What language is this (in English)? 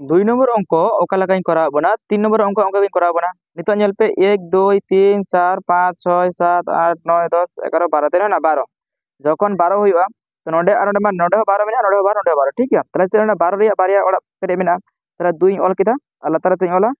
Santali